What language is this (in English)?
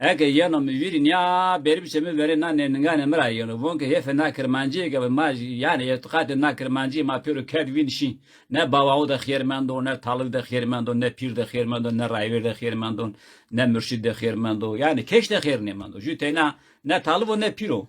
Zaza